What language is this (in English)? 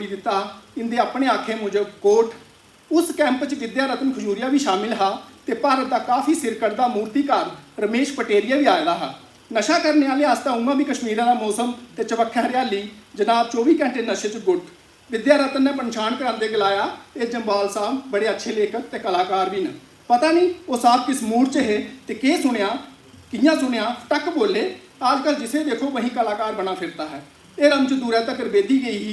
Dogri